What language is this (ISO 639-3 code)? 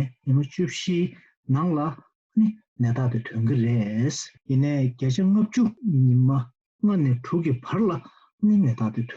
bod